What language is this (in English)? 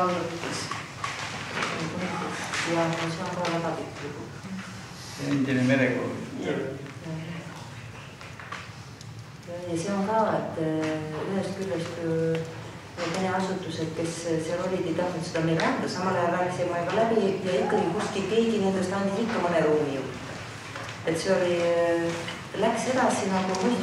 Estonian